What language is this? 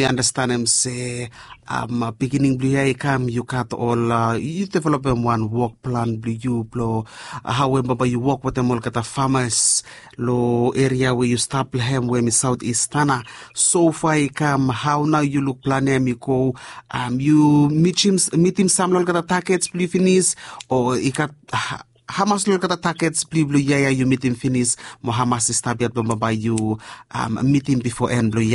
Bislama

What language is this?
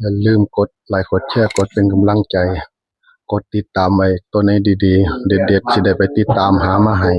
Northeastern Thai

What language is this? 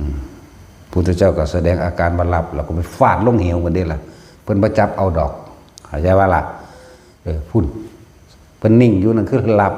Northeastern Thai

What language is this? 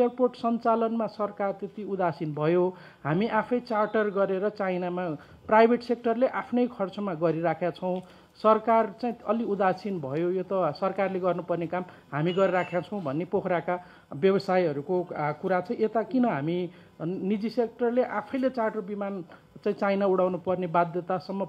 Nepali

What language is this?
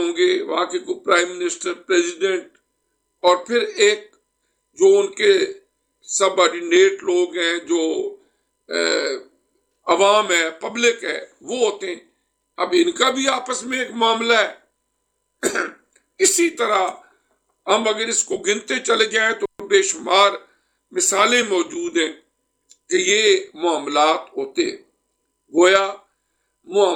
Urdu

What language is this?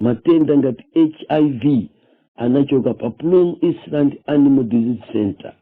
Nyanja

